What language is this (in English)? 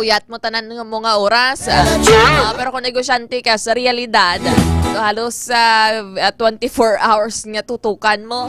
Hiligaynon